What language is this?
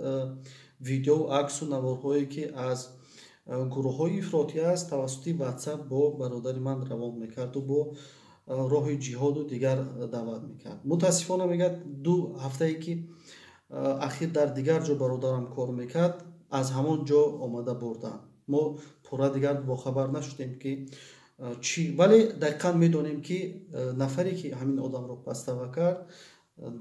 Tajik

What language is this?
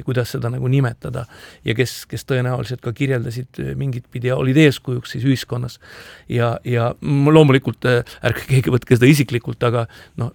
Estonian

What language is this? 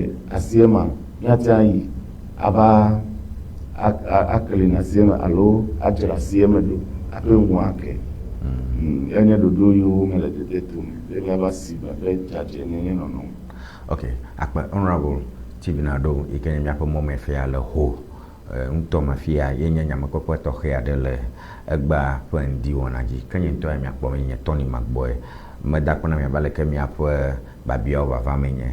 Ewe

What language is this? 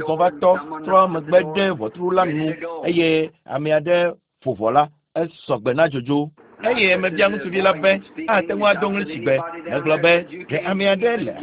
Ewe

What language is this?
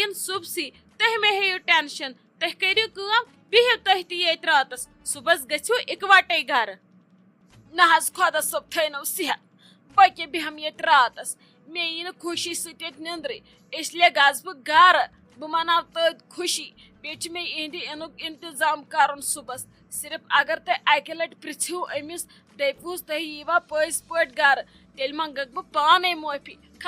Kashmiri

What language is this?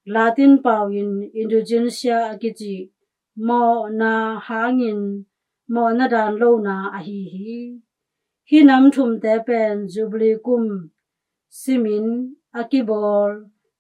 Tedim Chin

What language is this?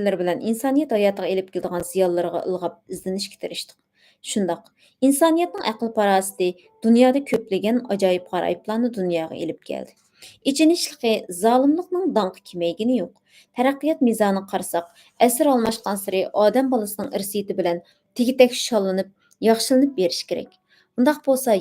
Uyghur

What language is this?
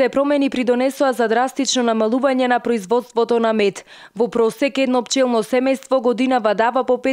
Macedonian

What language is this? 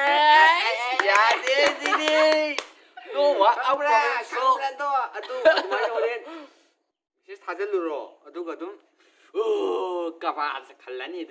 Manipuri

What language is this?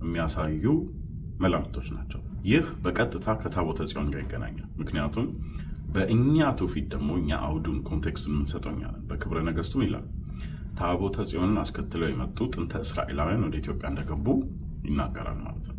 Amharic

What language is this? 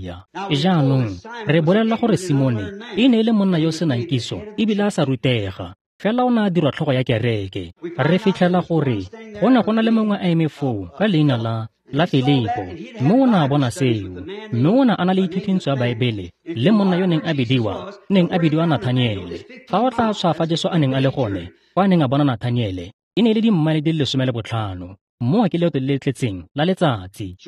Tswana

